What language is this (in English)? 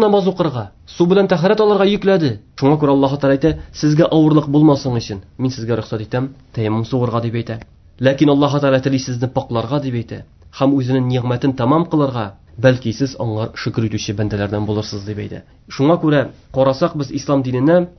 Tatar